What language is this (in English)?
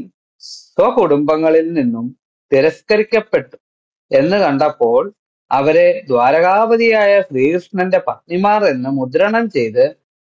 Malayalam